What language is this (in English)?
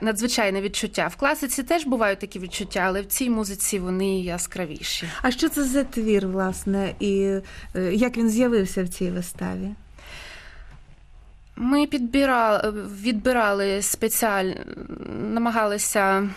Ukrainian